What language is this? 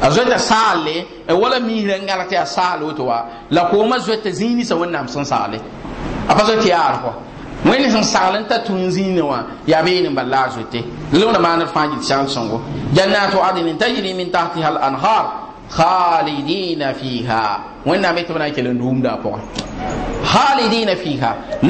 Mossi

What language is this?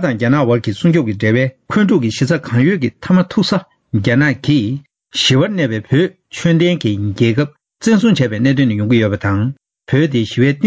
Tibetan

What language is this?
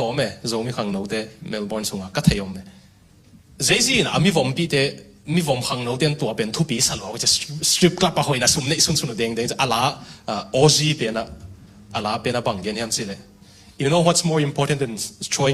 Tedim Chin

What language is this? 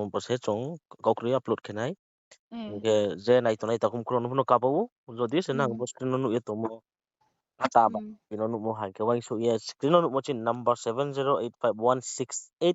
Riang (India)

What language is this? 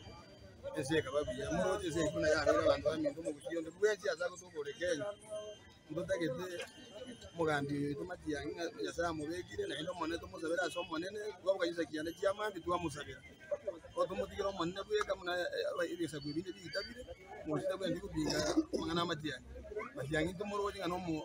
Gusii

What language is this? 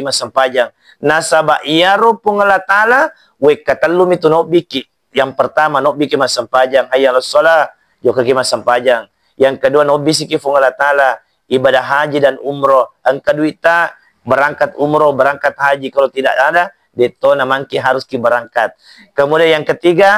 Buginese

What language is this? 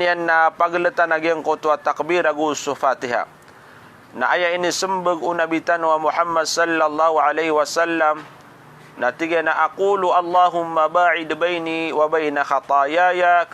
Maranao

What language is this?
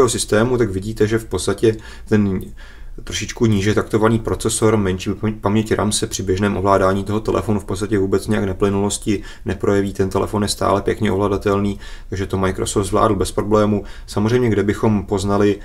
Czech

